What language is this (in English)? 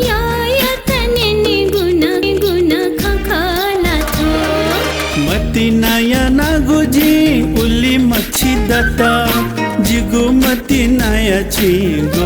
Newari